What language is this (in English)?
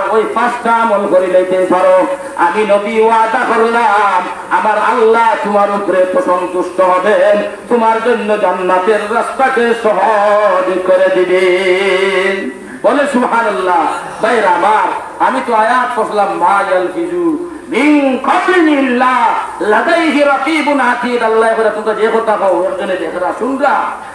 Sylheti